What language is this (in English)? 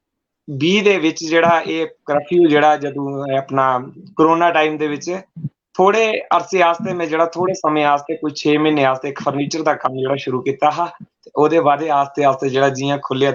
Dogri